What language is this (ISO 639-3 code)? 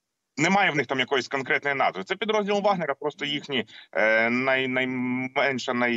ukr